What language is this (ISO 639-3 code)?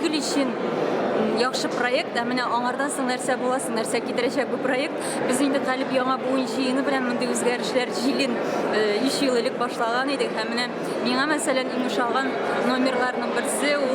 tat